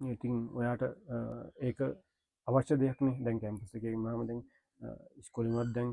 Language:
Sinhala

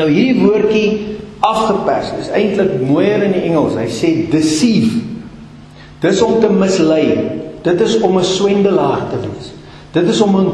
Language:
Afrikaans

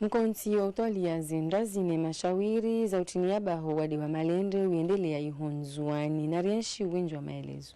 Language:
Ngazidja Comorian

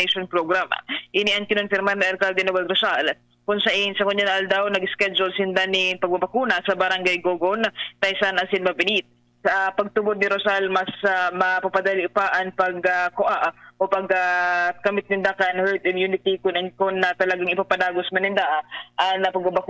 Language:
Bikol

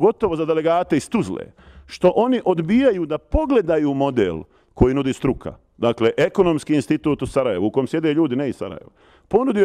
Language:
Bosnian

